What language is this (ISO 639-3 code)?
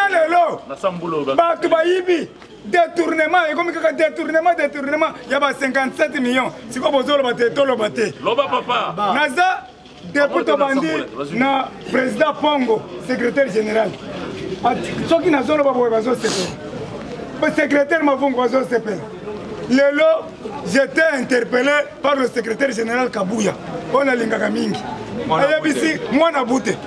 lin